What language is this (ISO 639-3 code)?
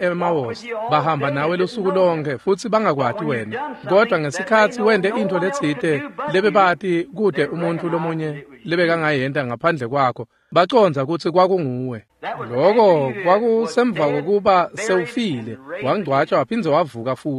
ssw